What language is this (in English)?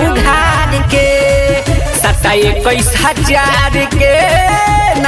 Bhojpuri